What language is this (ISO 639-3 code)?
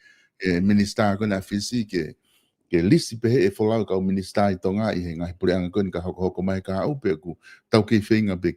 ton